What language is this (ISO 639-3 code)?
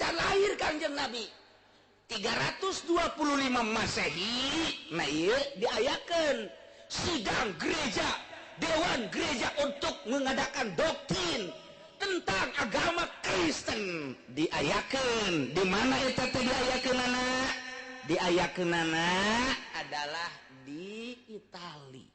sun